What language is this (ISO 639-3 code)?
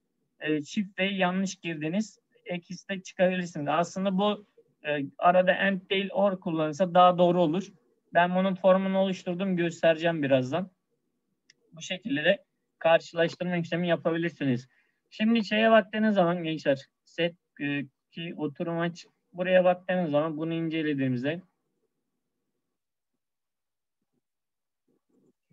tur